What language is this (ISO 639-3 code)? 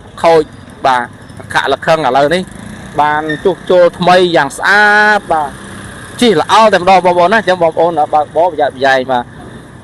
khm